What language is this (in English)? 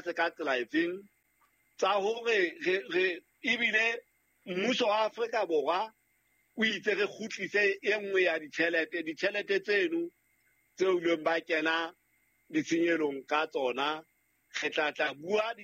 Southern Sotho